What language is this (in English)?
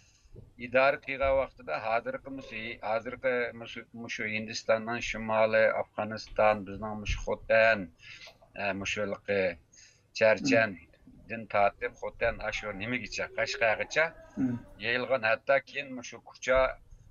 Uyghur